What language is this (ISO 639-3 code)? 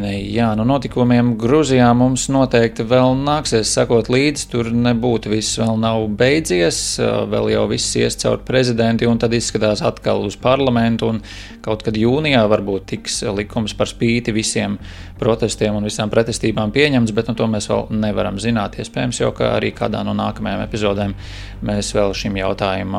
lav